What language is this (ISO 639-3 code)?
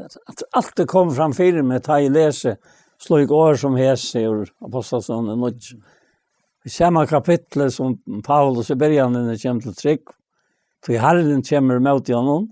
fao